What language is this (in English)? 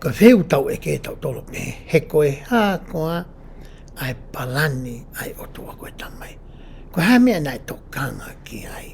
Tongan